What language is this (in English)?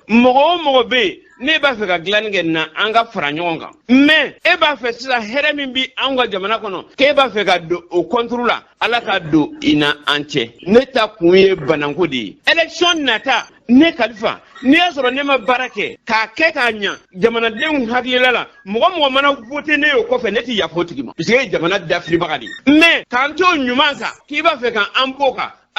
Bambara